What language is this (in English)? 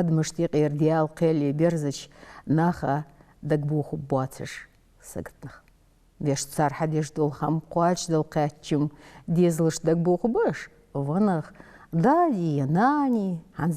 Ingush